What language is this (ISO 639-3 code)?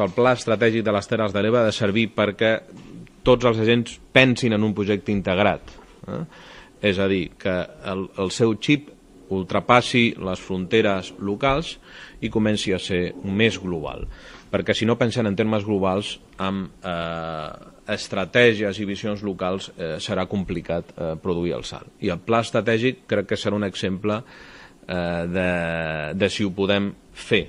cat